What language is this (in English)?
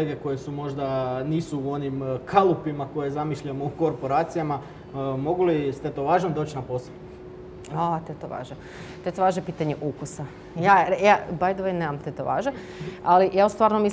Croatian